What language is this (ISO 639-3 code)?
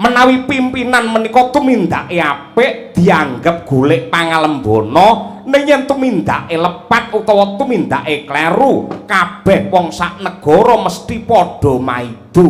jav